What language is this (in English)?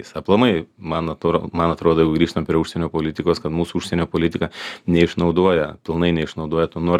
Lithuanian